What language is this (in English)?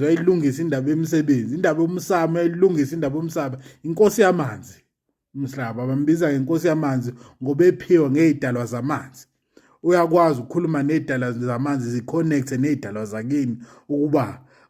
Zulu